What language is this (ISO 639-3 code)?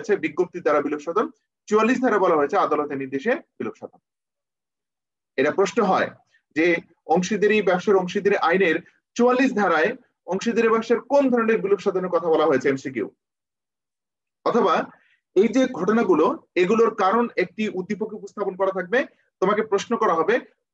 ben